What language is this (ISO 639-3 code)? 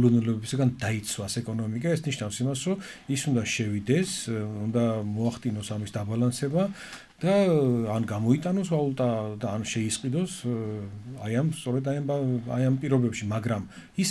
kat